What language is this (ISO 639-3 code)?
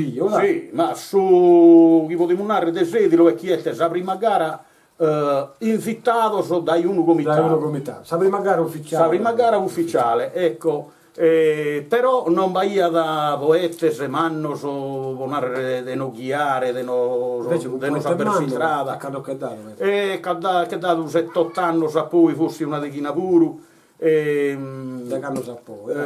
srd